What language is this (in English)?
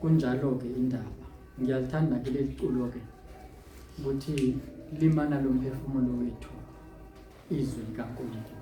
Zulu